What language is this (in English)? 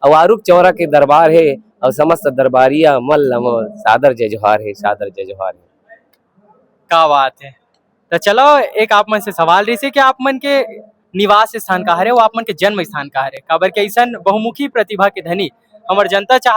Chhattisgarhi